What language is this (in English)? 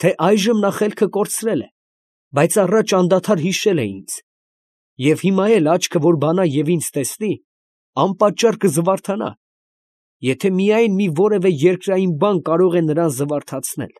Armenian